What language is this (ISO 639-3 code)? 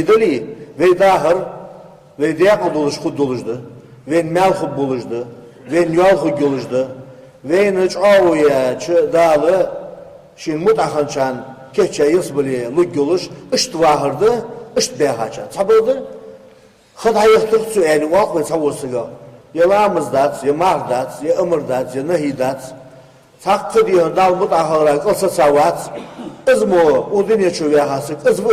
inh